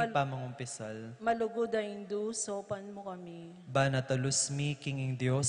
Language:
Pampanga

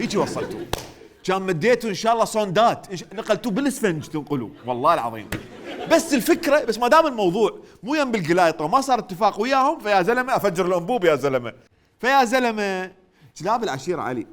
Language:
Mesopotamian Arabic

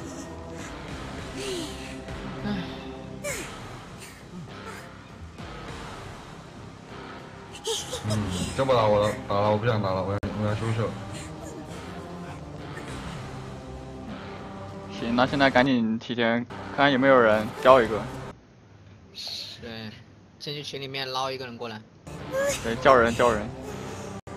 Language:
Chinese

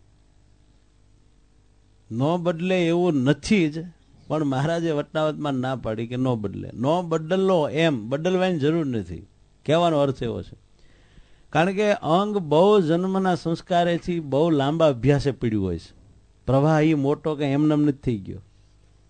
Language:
Gujarati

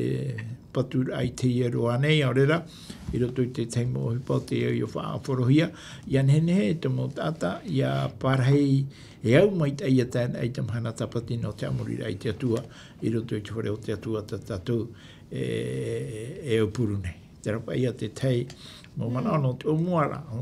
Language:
Tahitian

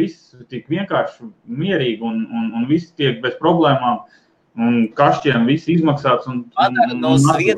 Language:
Latvian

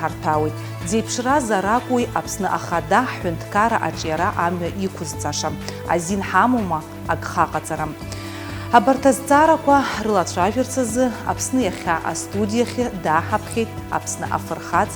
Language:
Abkhazian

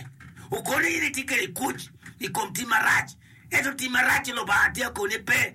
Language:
Acoli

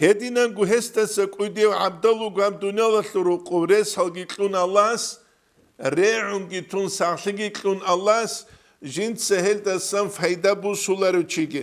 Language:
Avaric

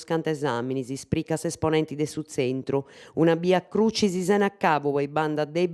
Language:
Sardinian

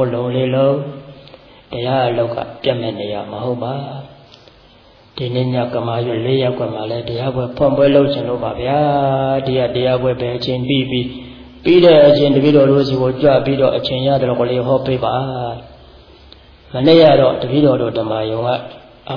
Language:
Burmese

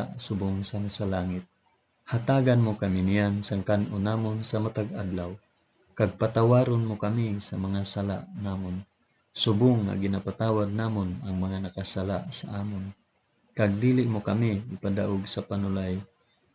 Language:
Hiligaynon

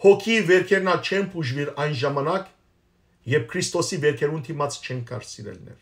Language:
Western Armenian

